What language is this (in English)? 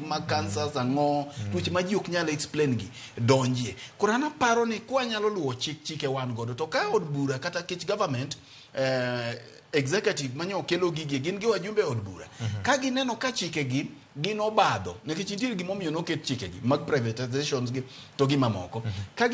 Luo (Kenya and Tanzania)